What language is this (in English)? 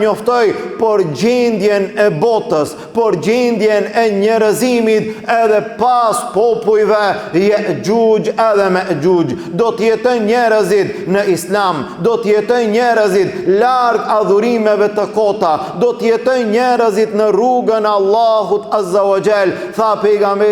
Albanian